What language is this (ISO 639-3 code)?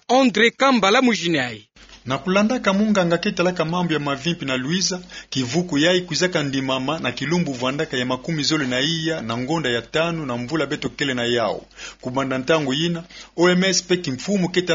ktu